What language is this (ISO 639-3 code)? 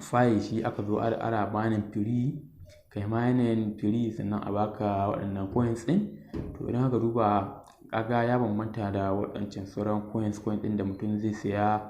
hau